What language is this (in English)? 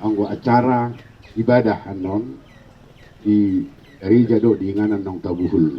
Batak Toba